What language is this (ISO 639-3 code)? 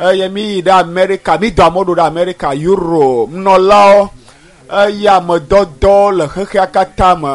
ewe